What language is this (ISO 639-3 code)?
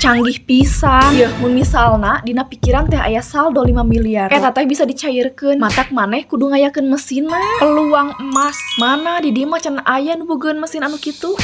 sun